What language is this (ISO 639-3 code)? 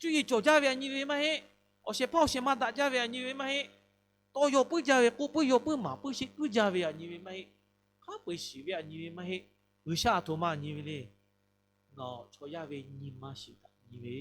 lhu